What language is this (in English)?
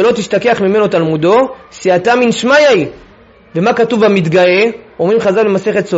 Hebrew